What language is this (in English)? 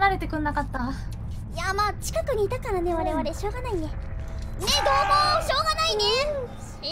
Japanese